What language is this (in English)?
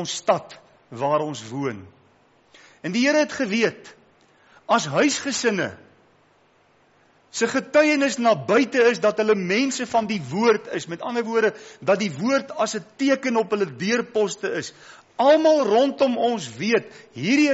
Afrikaans